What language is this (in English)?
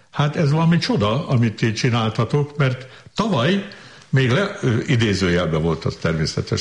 Hungarian